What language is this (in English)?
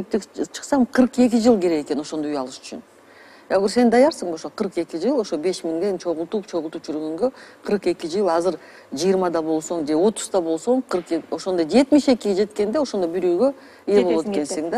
Kyrgyz